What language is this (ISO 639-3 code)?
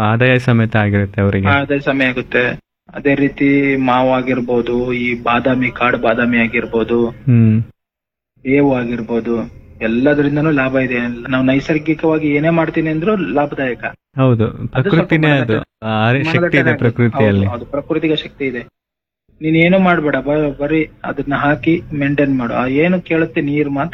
kan